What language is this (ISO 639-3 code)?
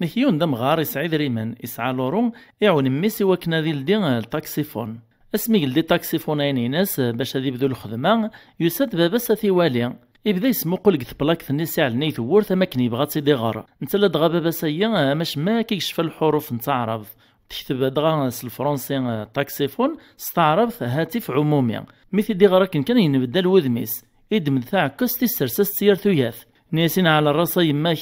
kab